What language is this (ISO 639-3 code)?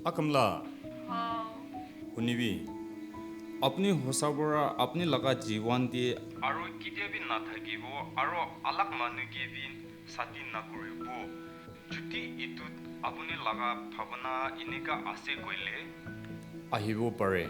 nag